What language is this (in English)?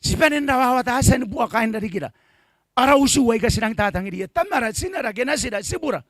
Gilbertese